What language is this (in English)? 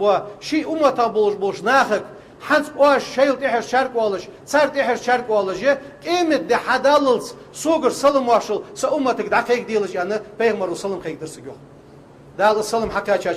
Ingush